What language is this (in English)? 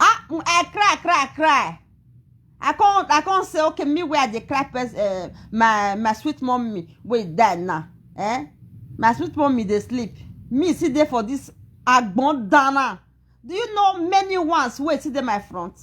Nigerian Pidgin